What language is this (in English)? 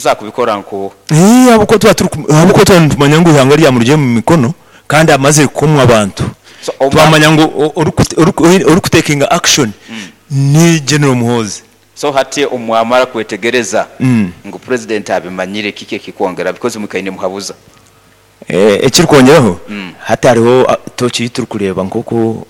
Nyoro